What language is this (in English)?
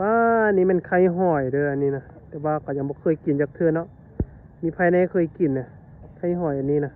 Lao